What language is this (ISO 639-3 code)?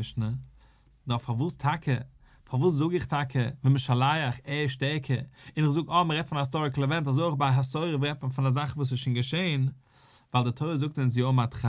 yid